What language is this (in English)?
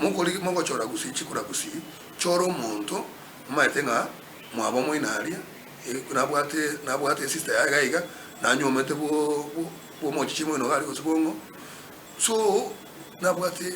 Gusii